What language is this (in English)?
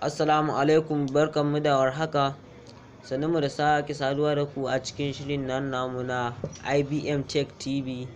Hausa